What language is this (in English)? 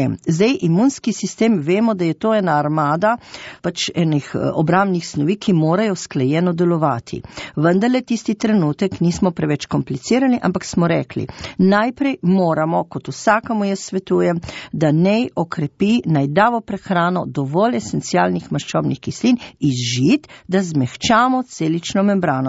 Slovenian